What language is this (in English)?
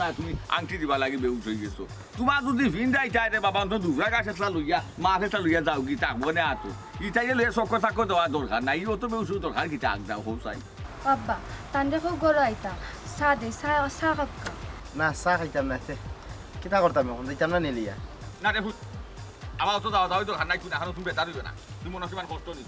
Sylheti